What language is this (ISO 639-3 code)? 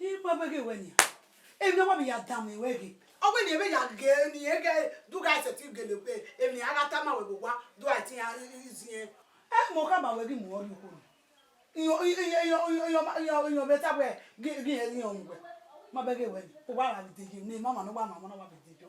bin